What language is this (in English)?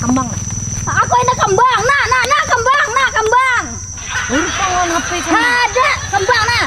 Banjar